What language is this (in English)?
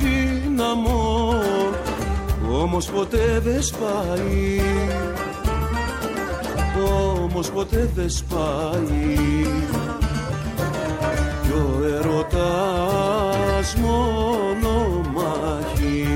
Greek